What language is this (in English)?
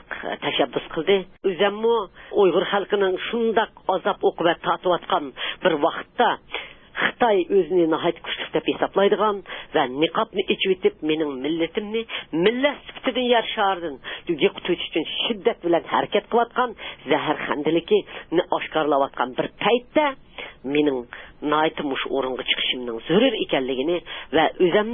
Uyghur